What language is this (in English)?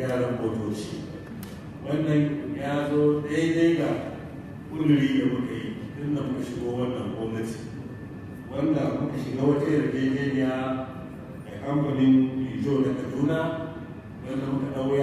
Hausa